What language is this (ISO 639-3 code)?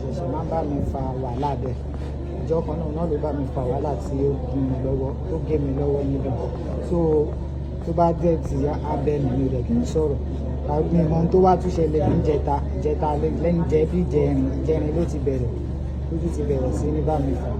yor